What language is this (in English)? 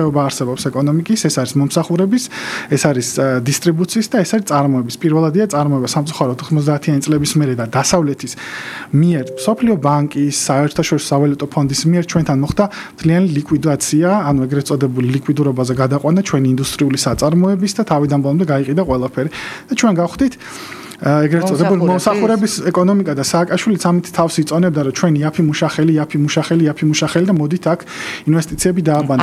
Georgian